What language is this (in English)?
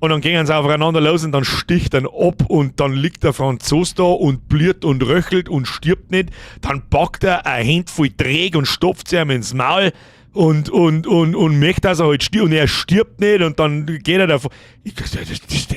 Bavarian